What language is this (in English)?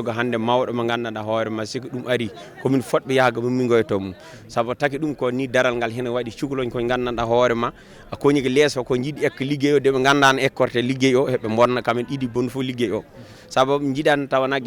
Fula